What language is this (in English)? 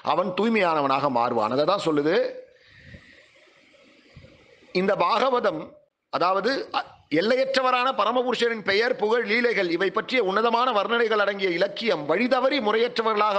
Tamil